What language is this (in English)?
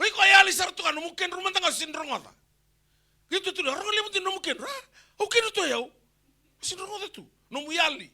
Fijian